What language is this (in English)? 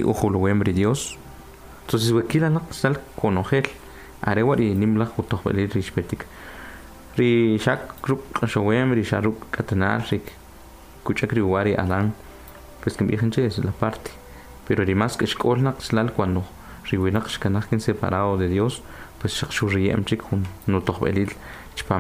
Kʼicheʼ